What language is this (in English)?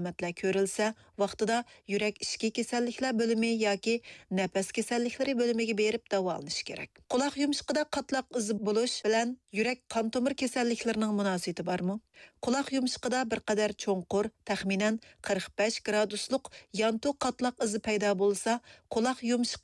Uyghur